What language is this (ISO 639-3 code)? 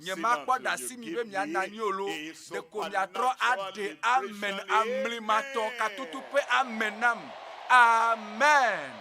ewe